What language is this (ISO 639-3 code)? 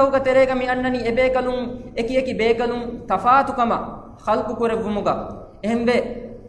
div